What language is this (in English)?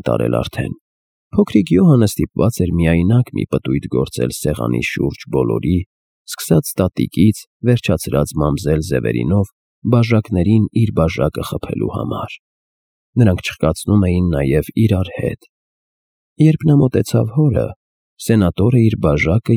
Armenian